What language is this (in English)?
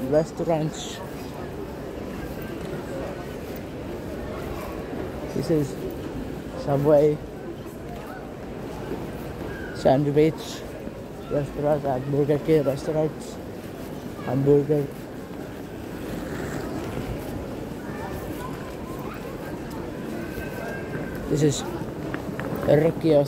Finnish